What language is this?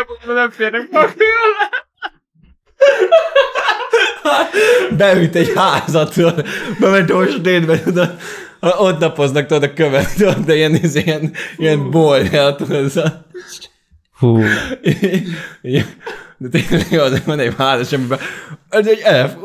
Hungarian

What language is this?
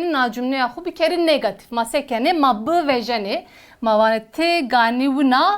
Zaza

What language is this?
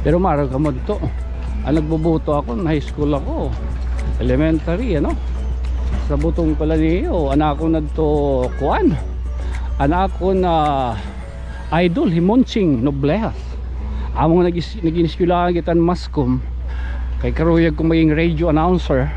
Waray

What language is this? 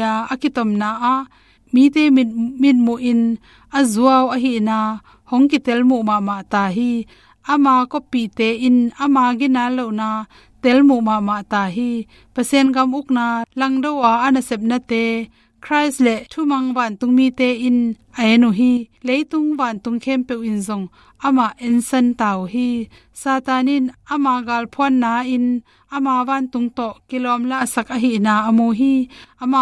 Tedim Chin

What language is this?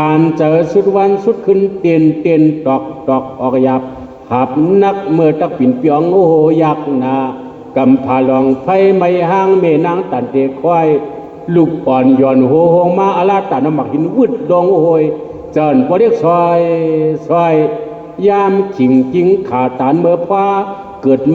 Shan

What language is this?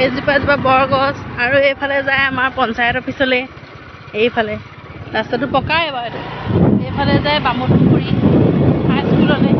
Assamese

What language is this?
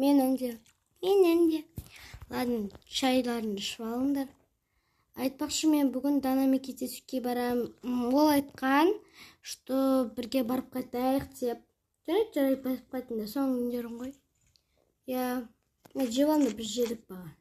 Kazakh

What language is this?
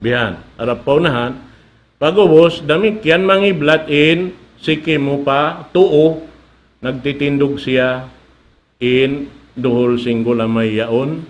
Tausug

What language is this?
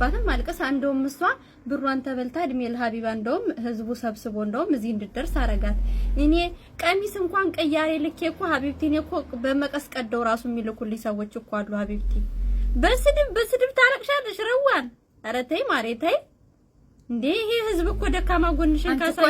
Amharic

